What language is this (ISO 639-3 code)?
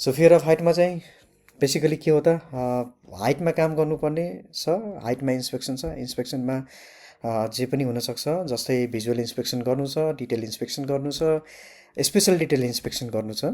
nep